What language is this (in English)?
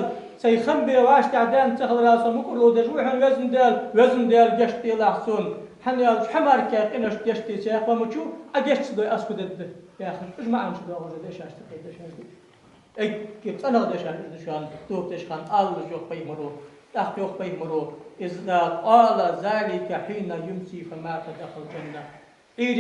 Ingush